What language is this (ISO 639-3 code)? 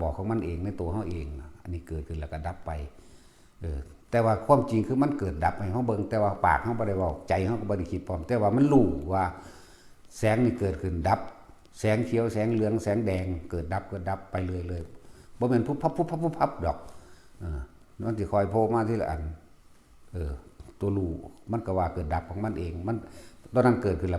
tts